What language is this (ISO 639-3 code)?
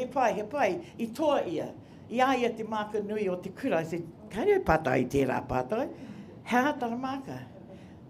mri